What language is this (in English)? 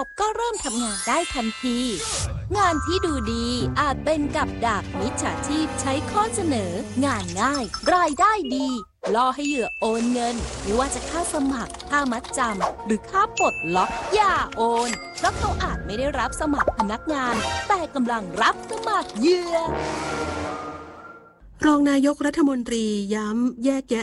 Thai